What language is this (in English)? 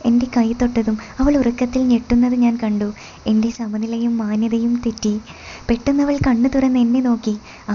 Malayalam